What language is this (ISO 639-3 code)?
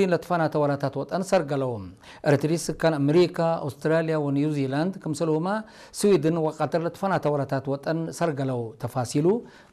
tig